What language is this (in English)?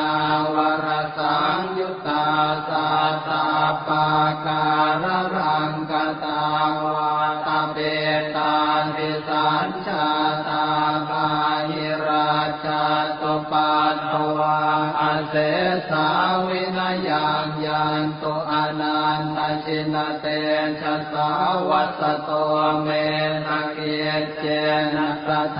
Pali